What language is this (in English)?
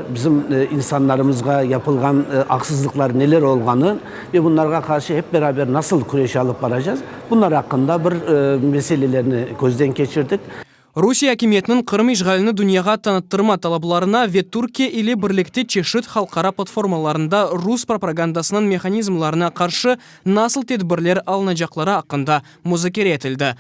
Crimean Tatar